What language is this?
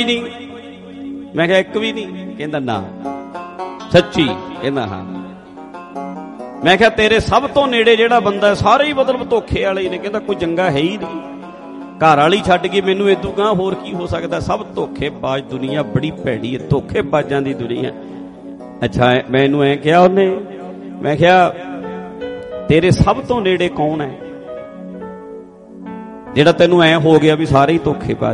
Punjabi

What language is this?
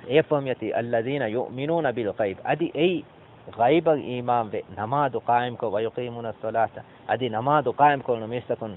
Divehi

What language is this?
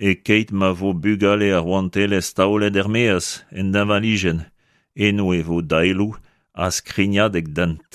Breton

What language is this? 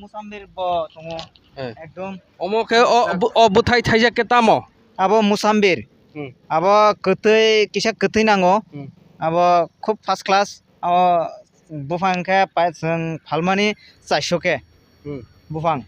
Kok Borok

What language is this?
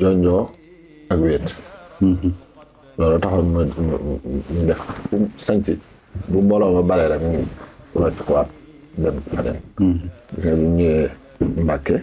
Wolof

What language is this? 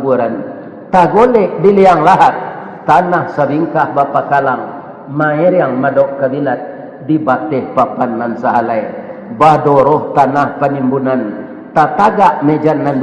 Minangkabau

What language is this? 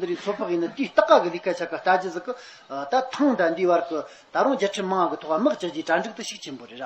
Tibetan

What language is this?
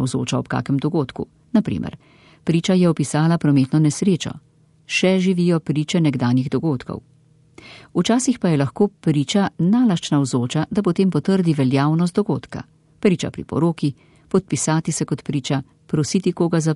Slovenian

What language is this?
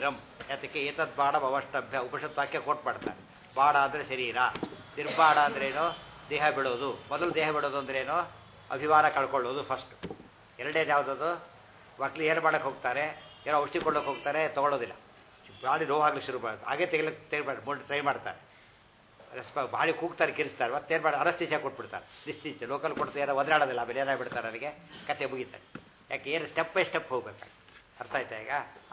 Kannada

